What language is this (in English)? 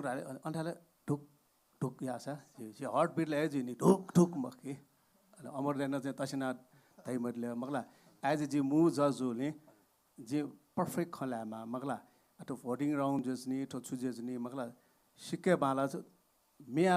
Newari